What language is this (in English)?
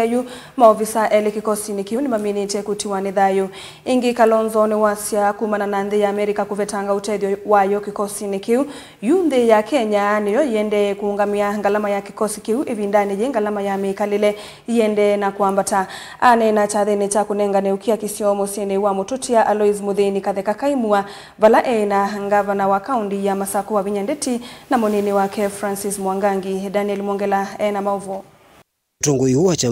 Kamba